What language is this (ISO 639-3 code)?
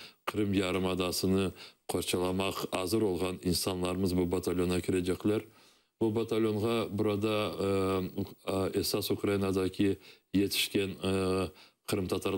crh